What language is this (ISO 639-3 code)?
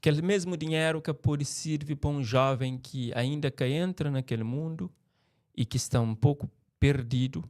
kea